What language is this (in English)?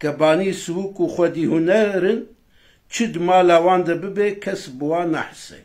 Kurdish